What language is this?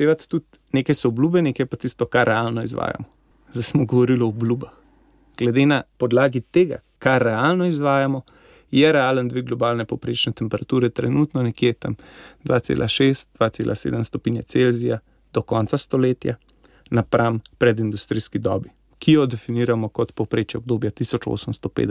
Slovenian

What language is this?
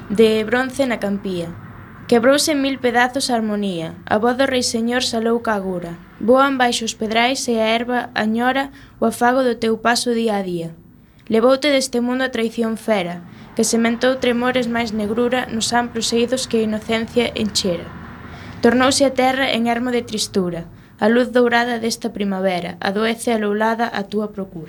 Galician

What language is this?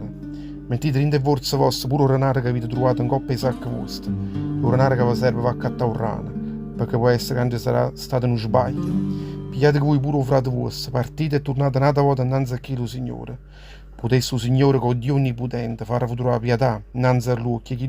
Neapolitan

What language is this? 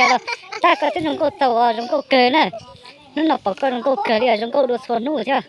Hmong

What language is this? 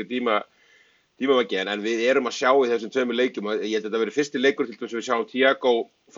Icelandic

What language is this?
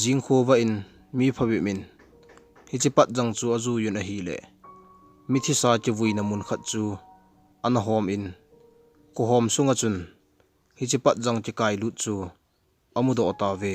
Thado Chin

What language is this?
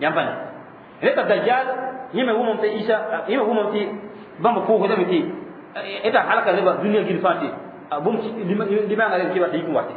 Mossi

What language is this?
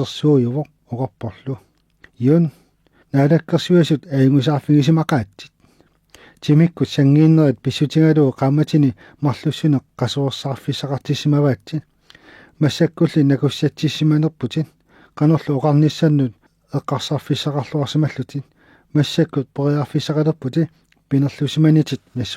Kalaallisut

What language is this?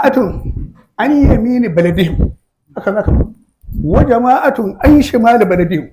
Hausa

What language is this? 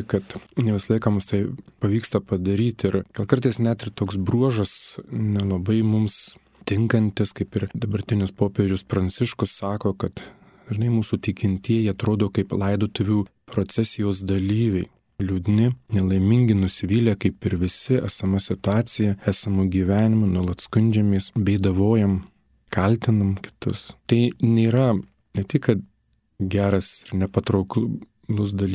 Lithuanian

